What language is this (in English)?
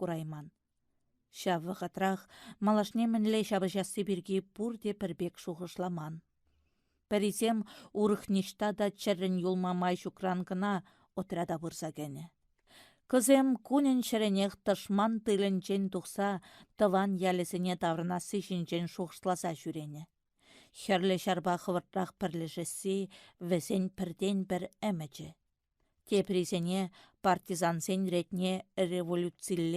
Chuvash